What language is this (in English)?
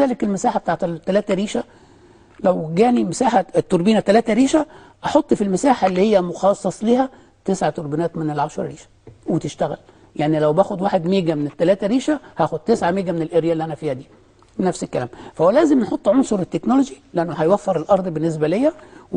Egyptian Arabic